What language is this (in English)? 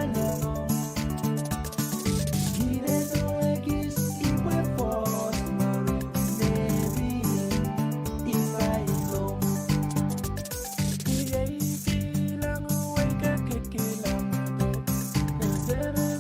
Pohnpeian